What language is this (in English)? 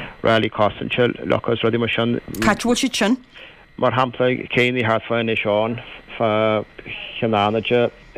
Irish